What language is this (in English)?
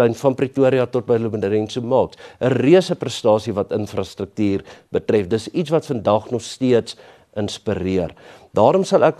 Afrikaans